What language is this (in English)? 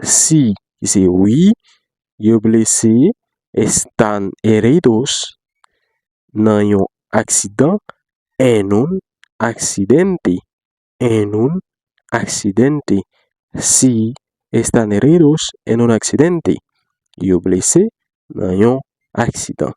Haitian Creole